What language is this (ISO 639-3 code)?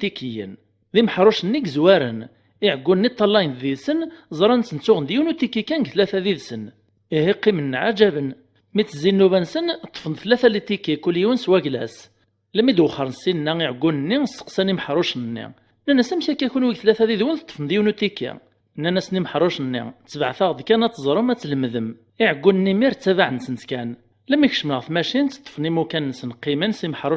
kab